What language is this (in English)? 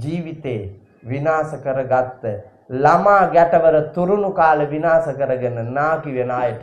Sinhala